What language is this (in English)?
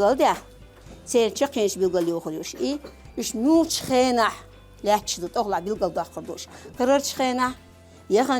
Chechen